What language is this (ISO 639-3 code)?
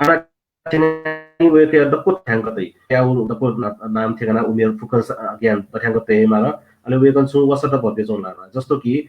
new